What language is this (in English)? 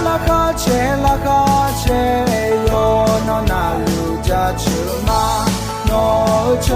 Akha